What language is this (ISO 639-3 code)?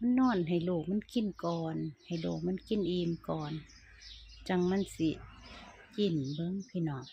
lao